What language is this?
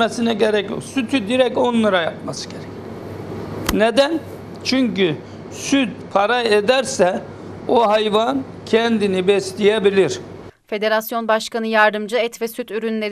Turkish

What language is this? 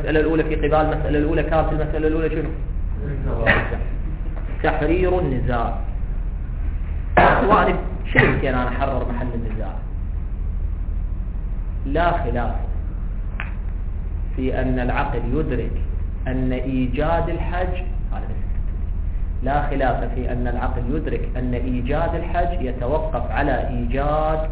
Arabic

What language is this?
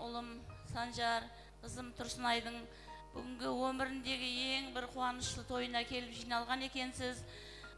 Kara-Kalpak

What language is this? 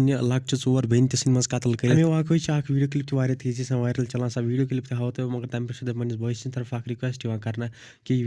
Kashmiri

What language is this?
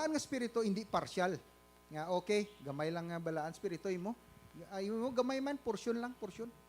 Hiligaynon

